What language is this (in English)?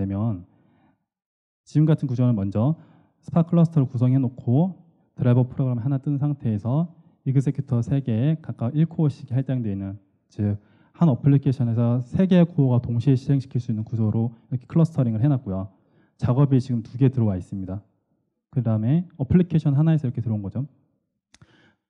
Korean